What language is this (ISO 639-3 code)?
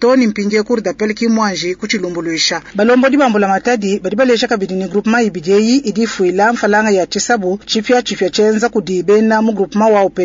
lua